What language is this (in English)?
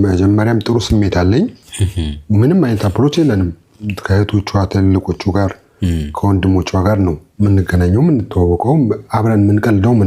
Amharic